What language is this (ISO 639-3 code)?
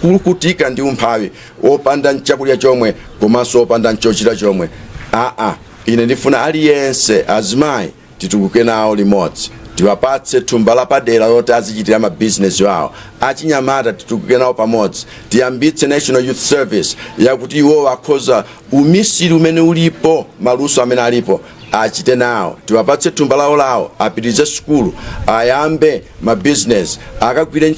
nya